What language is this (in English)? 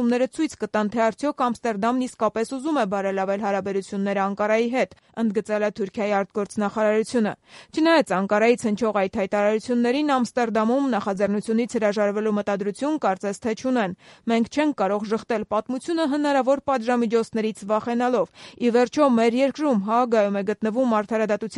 Armenian